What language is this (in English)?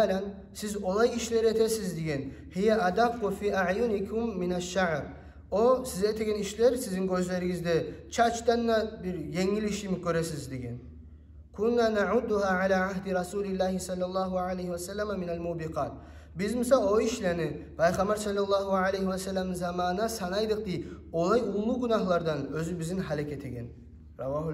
Kumyk